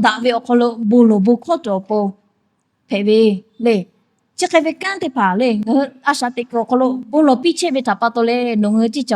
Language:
Lahu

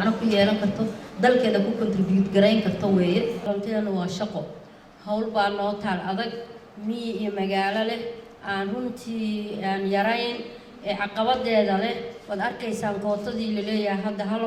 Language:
Somali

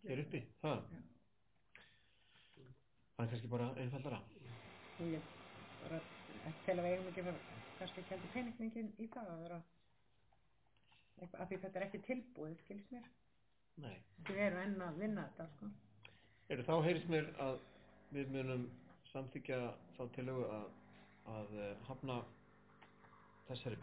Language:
Icelandic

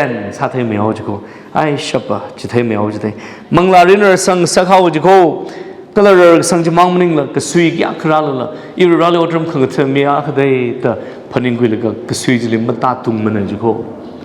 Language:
Tangkhul Naga (India)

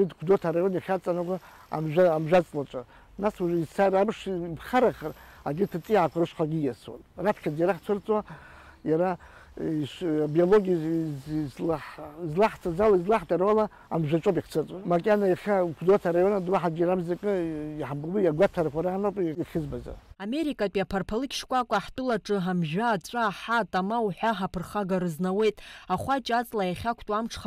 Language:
Abkhazian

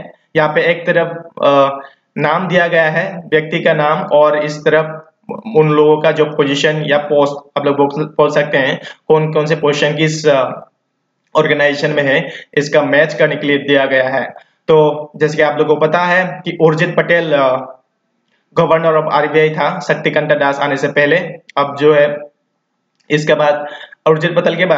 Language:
Hindi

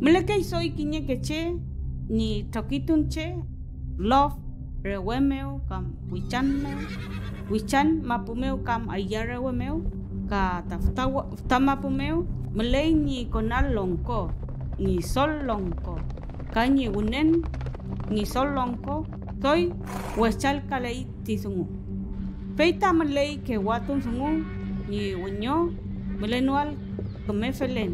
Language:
Mapuche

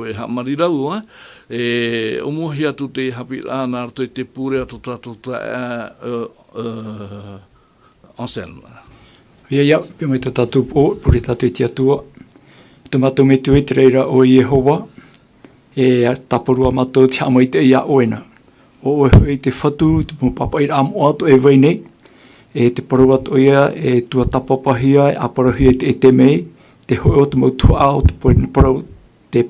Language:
Tahitian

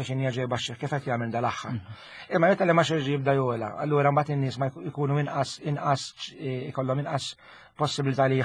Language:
Maltese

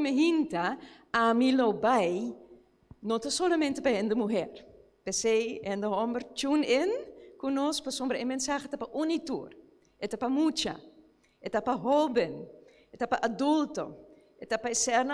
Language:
Papiamento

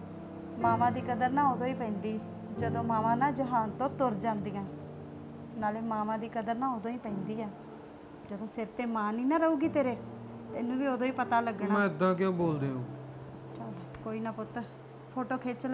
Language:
Punjabi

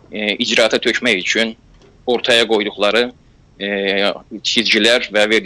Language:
South Azerbaijani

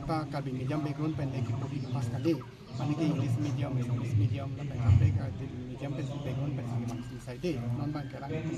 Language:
Karbi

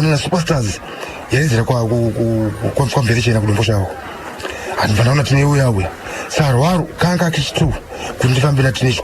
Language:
Shona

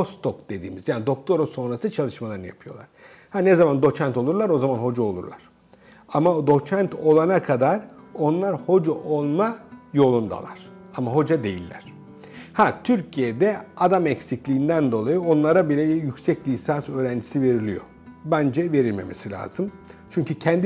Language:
Turkish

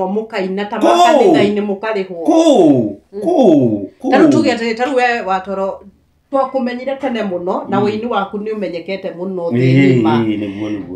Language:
Kikuyu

